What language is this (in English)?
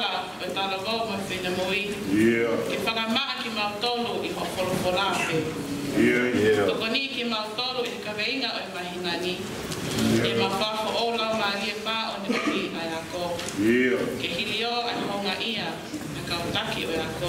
Tongan